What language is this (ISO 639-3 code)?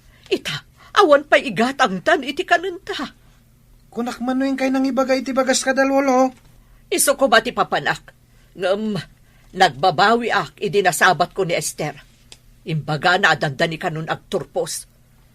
ilo